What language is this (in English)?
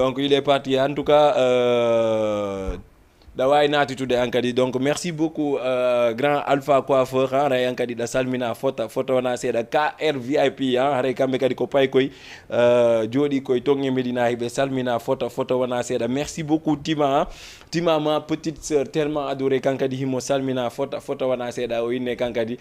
Fula